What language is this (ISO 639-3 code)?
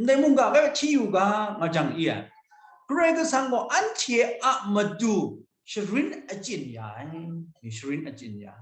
kac